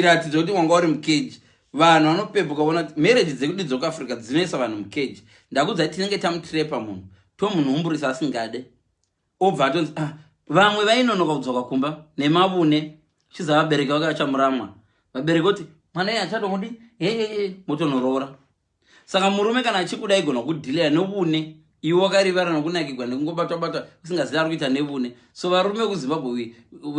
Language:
Shona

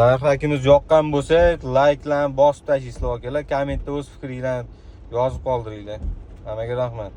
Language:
Uzbek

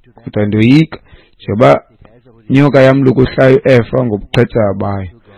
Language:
Xhosa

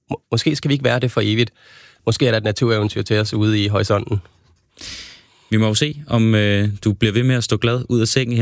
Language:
Danish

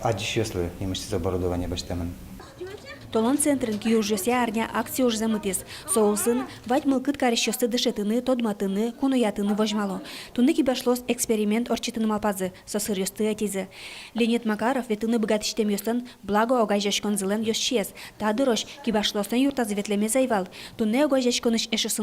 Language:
Udmurt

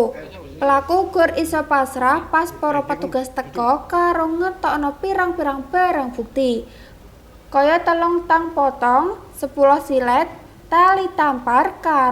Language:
Javanese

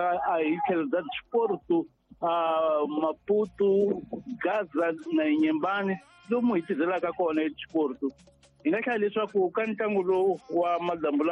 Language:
Tsonga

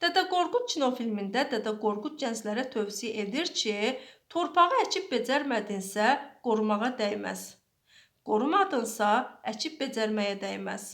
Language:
Azerbaijani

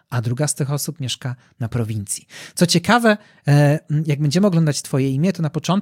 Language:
Polish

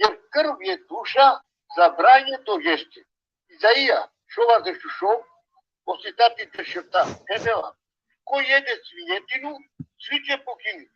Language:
Balkan Romani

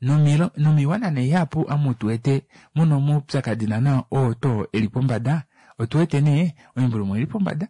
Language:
Kuanyama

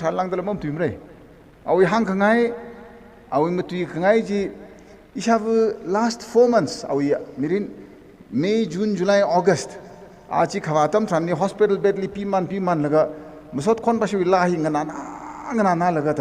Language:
Tangkhul Naga (India)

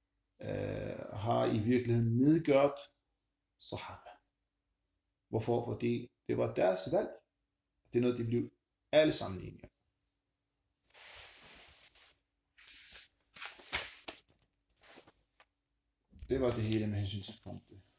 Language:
Danish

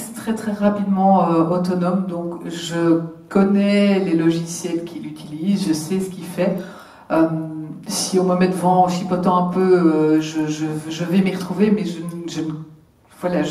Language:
French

